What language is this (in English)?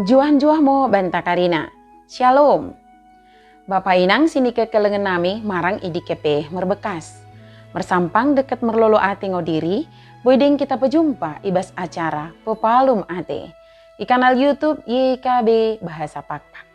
Batak Dairi